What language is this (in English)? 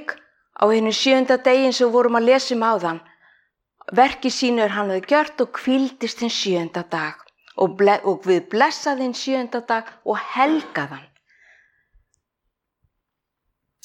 Icelandic